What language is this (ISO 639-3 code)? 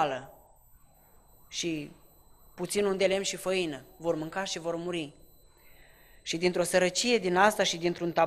ron